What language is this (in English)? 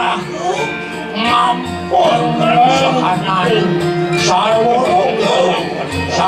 Balinese